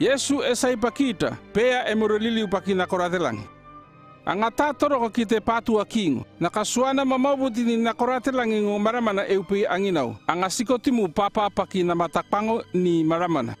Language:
North Efate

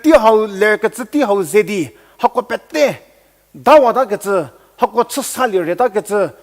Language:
Angami Naga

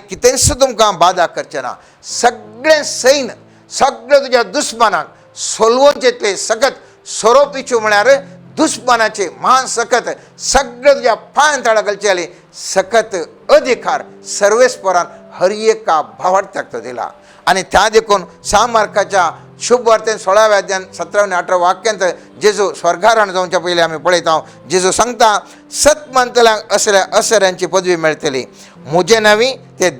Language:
Konkani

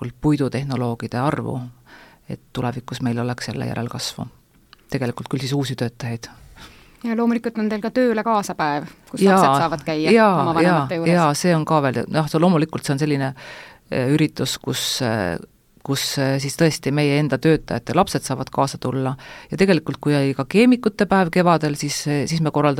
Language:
Estonian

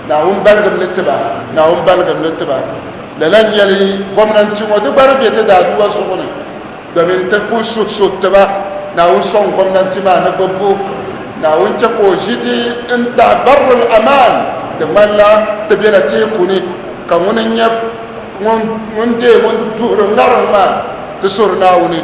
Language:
Dagbani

